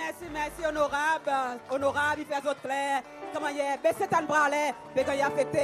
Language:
Seselwa Creole French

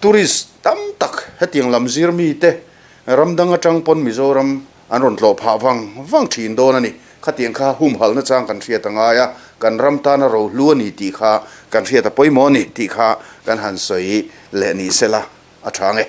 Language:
Mizo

